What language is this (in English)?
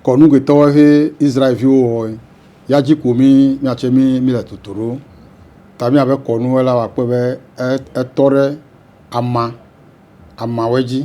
Ewe